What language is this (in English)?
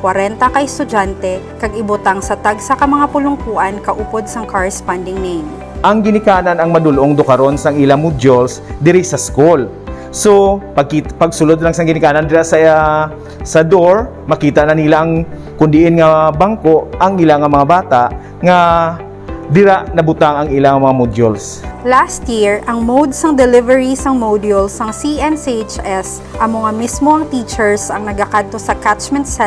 Hiligaynon